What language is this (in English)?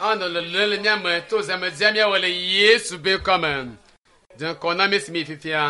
Ewe